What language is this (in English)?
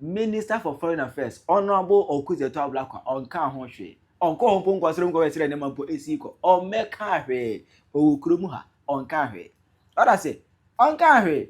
Akan